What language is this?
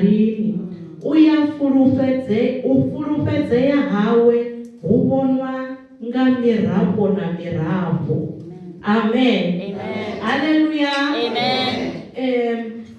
Venda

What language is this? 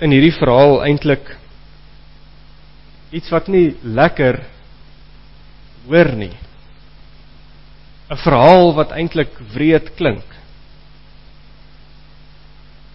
Afrikaans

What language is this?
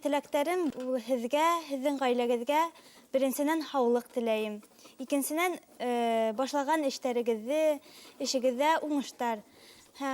Bashkir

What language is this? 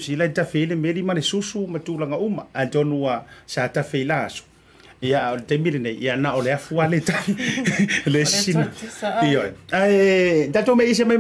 Samoan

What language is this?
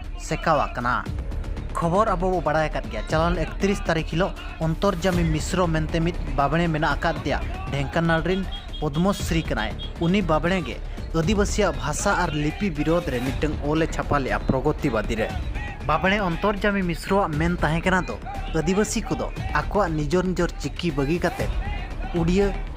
Santali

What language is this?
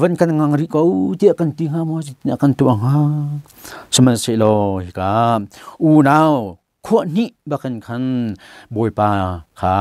Hakha Chin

